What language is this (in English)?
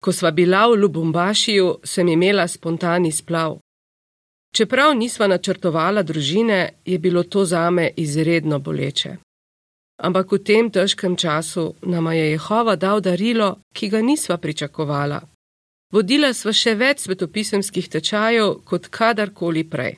Slovenian